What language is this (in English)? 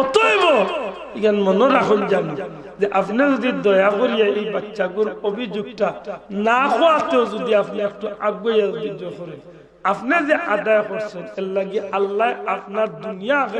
Sylheti